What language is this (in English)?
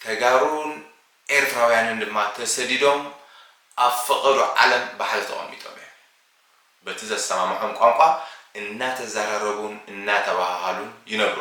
Tigrinya